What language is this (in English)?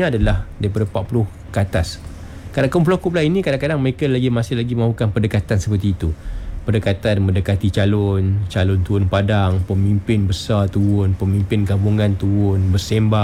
Malay